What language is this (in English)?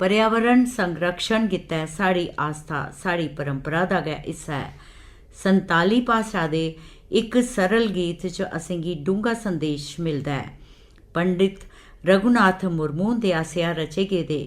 Dogri